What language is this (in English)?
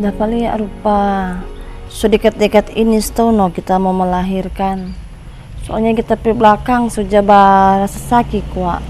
Manado Malay